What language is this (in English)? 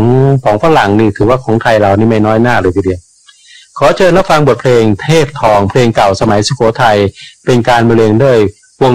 Thai